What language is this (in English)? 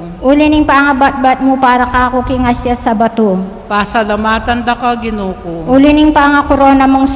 Pampanga